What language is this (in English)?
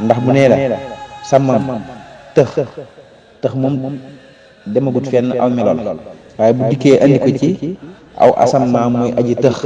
Wolof